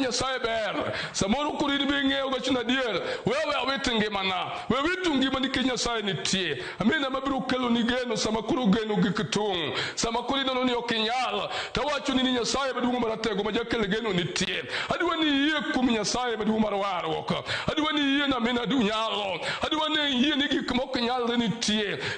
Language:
Luo (Kenya and Tanzania)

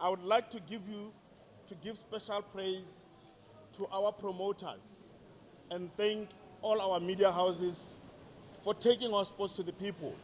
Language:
Tswana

